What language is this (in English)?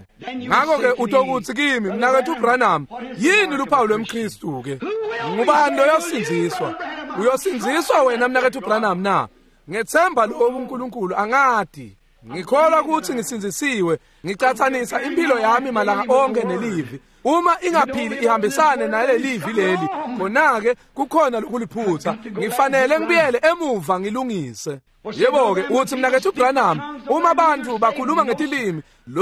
Swati